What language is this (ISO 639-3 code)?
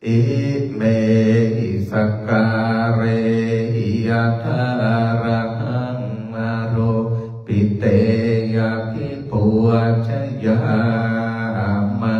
pli